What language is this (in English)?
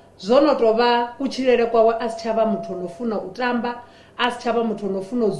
Venda